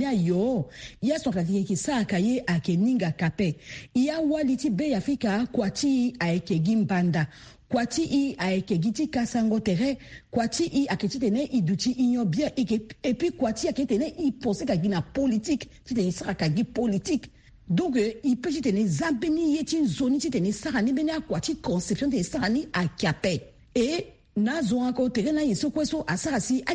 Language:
Sango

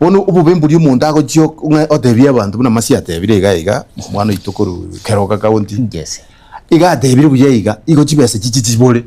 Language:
Gusii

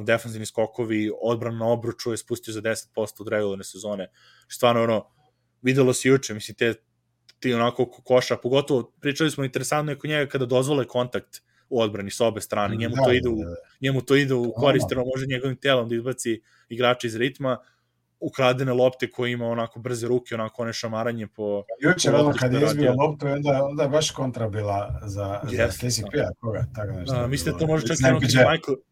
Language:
Serbian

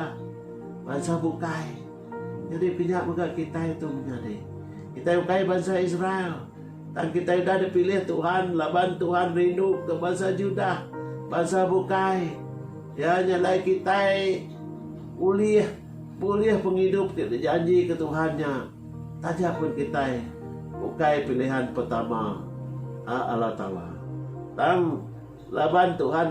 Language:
Iban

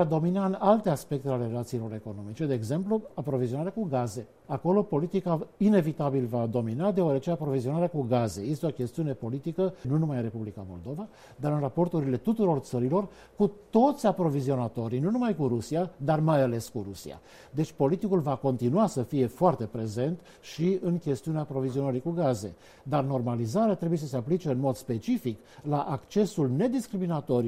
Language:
Romanian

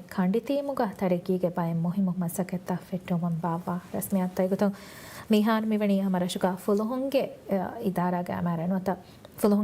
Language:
Divehi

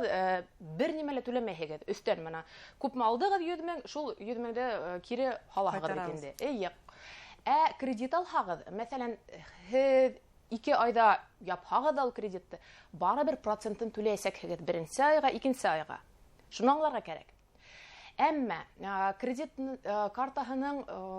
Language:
Bashkir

